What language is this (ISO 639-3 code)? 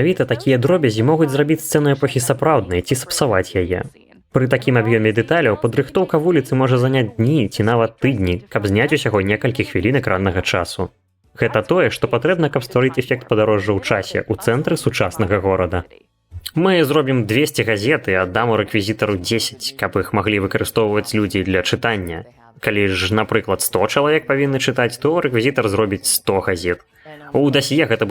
bel